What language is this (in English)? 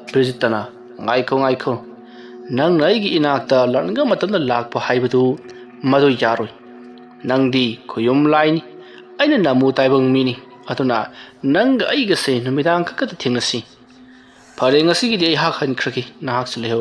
Manipuri